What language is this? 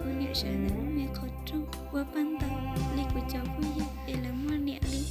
Hmong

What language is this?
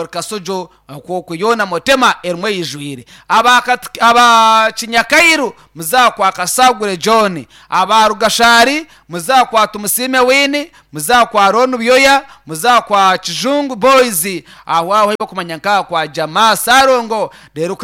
Nyankole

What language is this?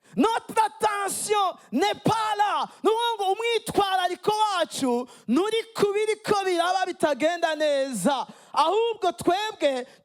Rundi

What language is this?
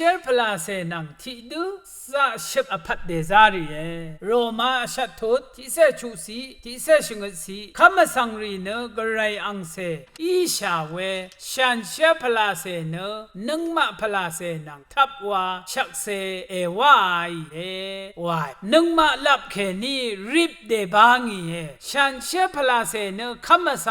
Rawang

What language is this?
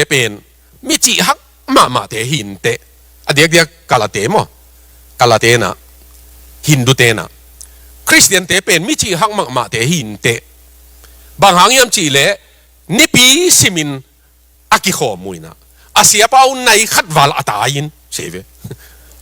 Tedim Chin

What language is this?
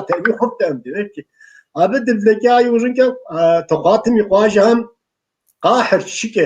Kabardian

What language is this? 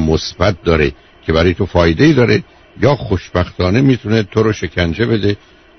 Persian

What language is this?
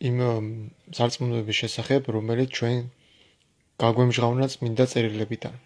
Georgian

